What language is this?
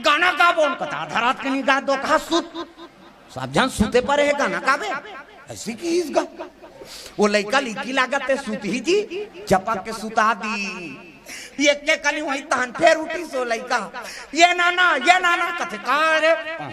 Chhattisgarhi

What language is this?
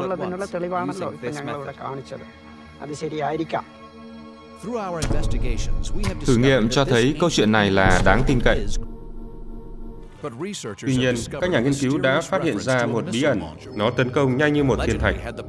Vietnamese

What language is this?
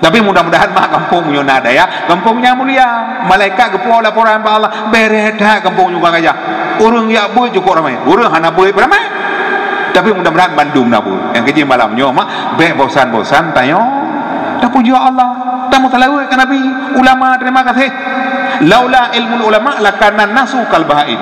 Achinese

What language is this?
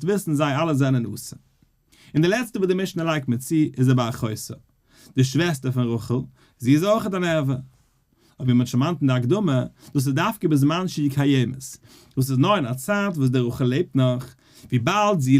Yiddish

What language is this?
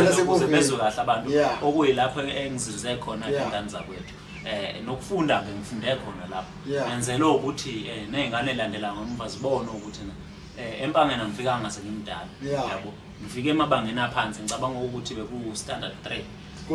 Zulu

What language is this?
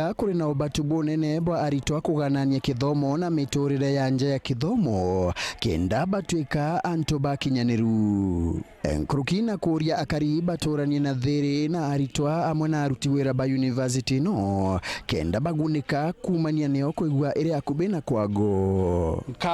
Meru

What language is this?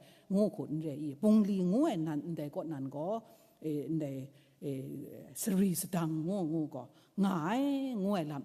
Kachin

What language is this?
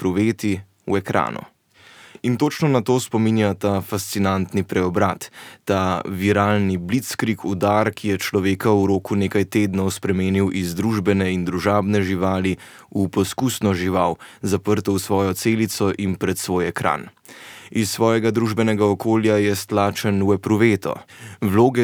Slovenian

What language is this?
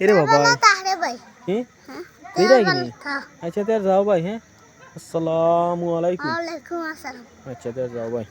Sylheti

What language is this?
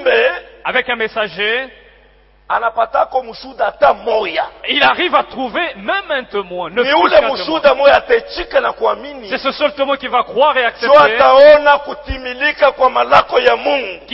Swahili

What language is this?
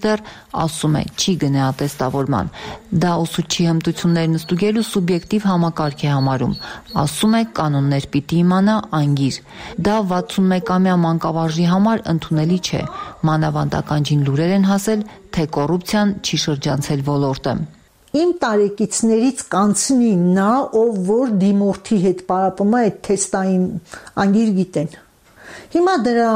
Armenian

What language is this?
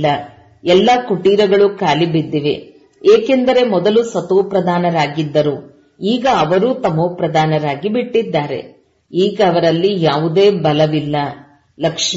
Kannada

